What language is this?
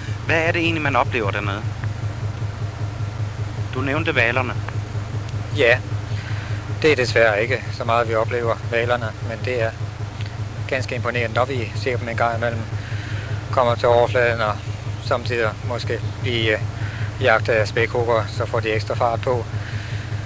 Danish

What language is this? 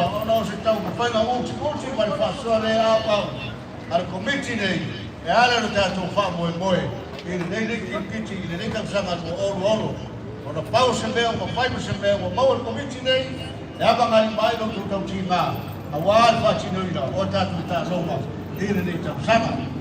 Samoan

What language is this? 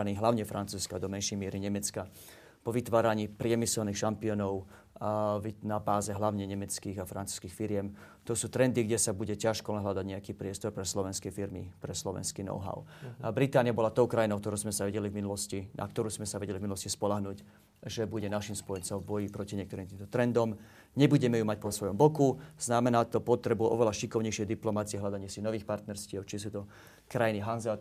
Slovak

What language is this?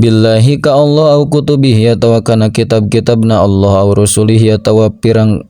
Sundanese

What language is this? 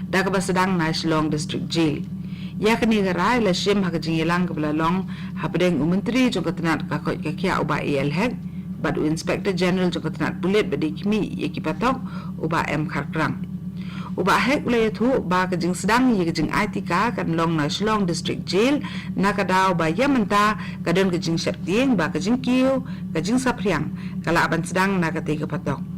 Khasi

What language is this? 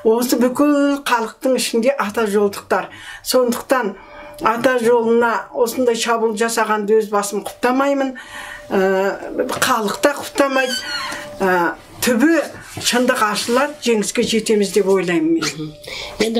Kazakh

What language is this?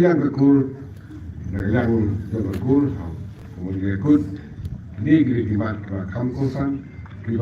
Khasi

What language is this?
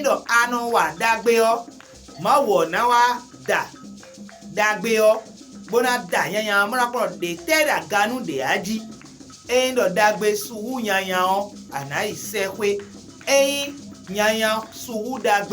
Fon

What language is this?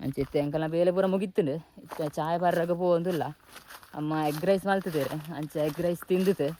Tulu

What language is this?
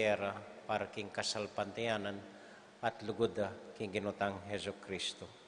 Pampanga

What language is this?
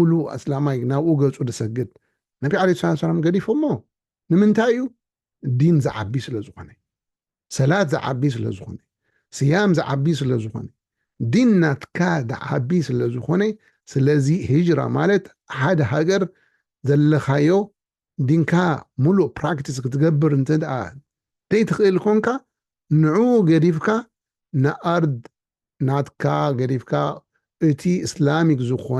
Tigrinya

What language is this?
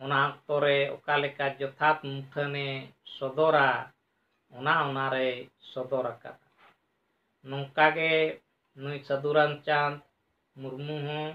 Santali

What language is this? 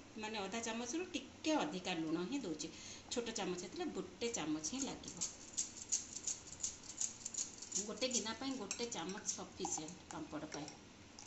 Odia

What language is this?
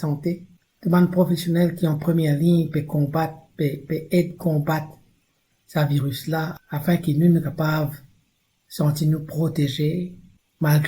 Morisyen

